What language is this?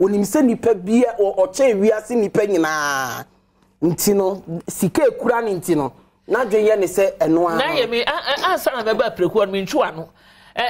Akan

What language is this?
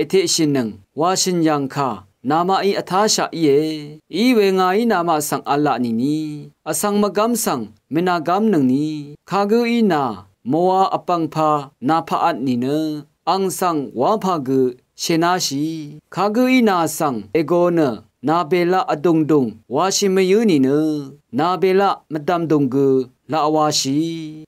Rawang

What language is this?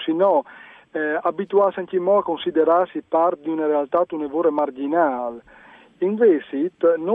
Friulian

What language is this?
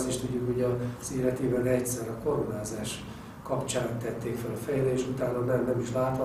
Hungarian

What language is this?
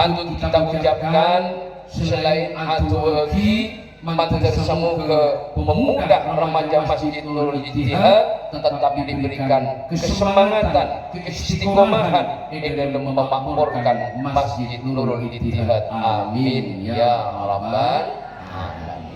Madurese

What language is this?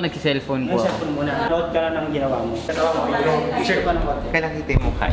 Filipino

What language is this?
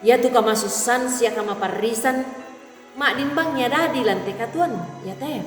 Toraja-Sa'dan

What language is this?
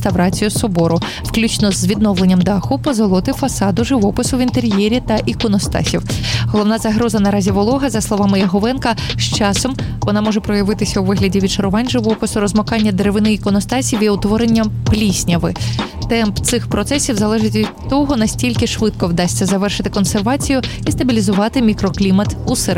Ukrainian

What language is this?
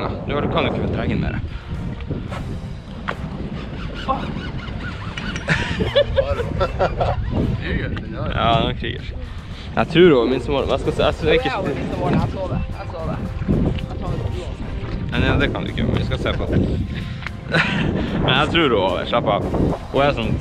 Norwegian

